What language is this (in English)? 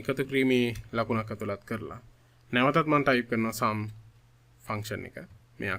Sinhala